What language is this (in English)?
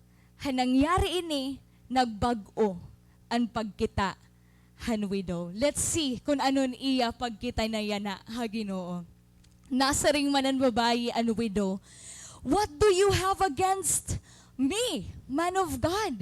Waray